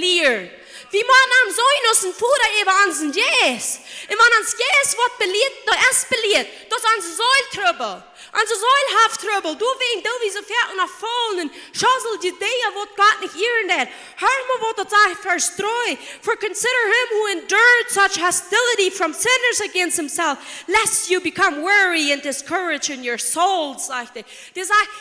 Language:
Plautdietsch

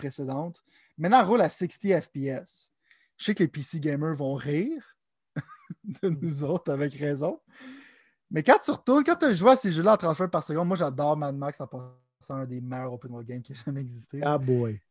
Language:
French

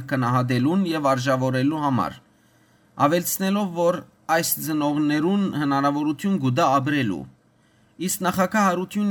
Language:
Western Armenian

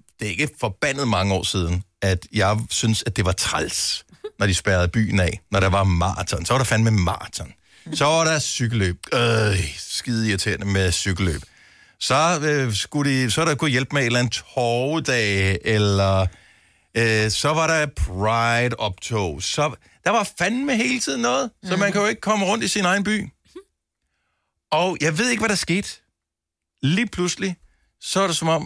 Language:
Danish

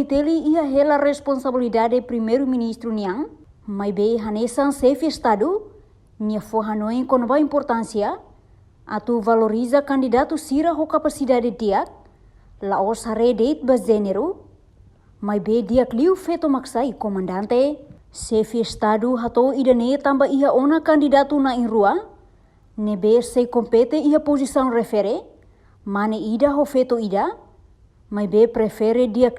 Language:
Tetum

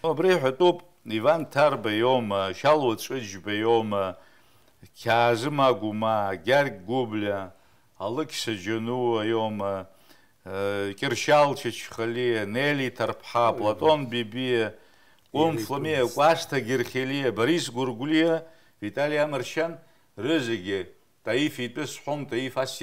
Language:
Abkhazian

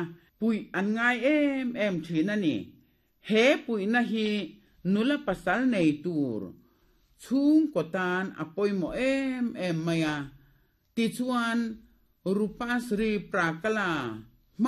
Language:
Mizo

